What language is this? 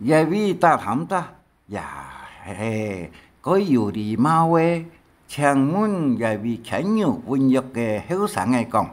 Hakka Chinese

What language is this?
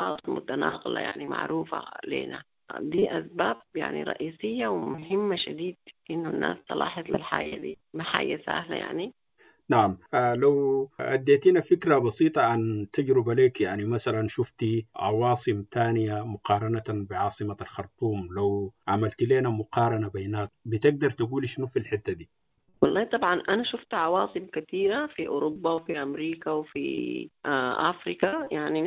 Sudanese Arabic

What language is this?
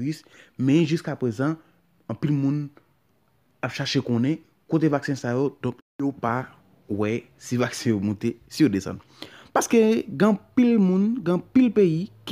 Haitian Creole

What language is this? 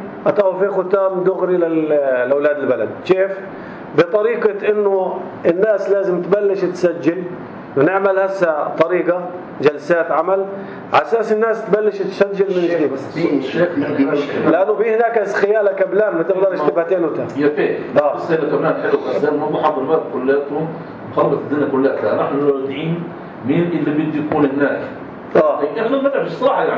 North Levantine Arabic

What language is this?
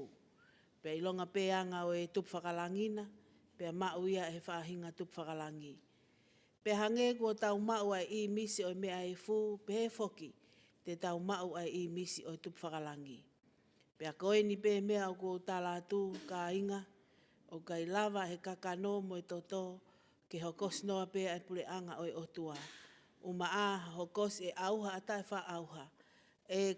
Tongan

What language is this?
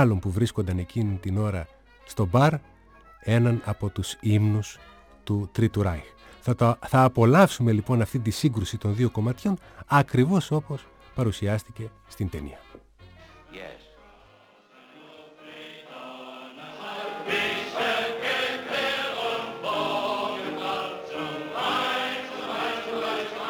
Greek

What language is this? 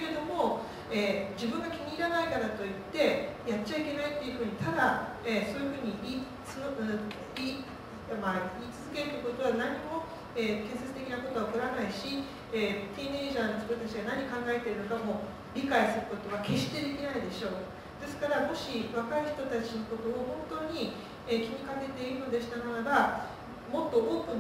Japanese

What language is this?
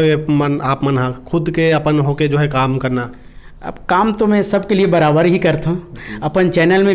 Chhattisgarhi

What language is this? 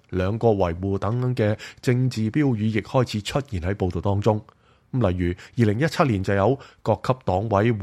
Cantonese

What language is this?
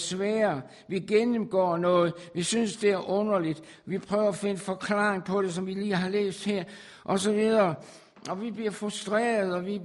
Danish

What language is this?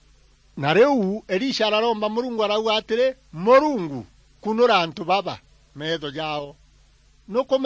Meru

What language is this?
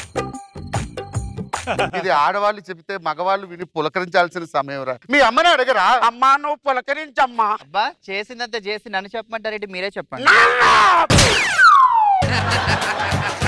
Telugu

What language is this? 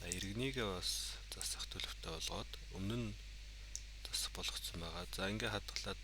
Mongolian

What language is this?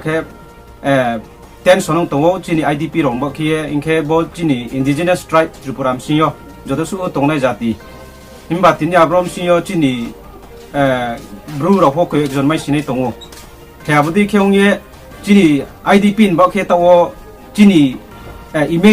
Riang (India)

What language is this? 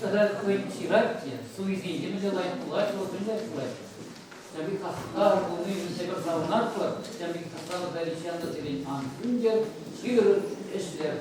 Chuvash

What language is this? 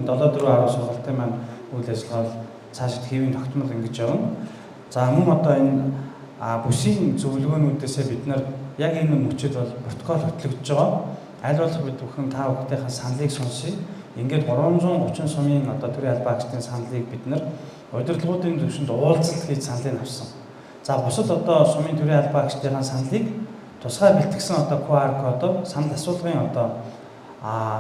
Mongolian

